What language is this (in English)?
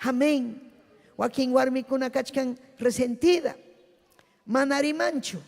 Ayacucho Quechua